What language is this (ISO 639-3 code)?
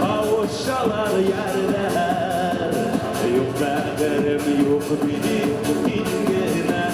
bak